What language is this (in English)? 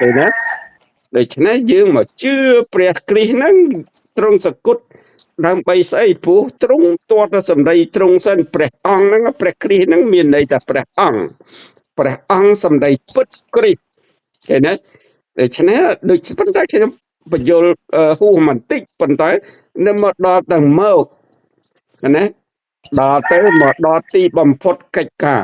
Khmer